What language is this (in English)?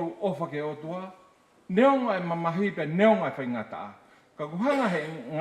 Tongan